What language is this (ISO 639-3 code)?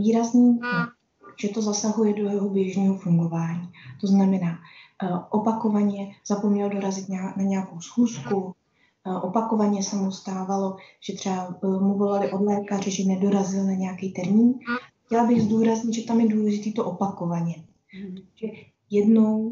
ces